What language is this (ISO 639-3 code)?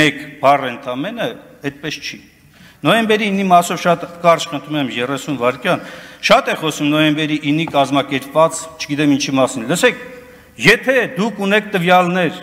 hye